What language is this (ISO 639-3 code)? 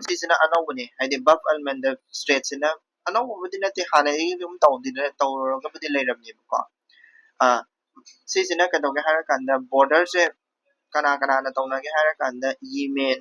mni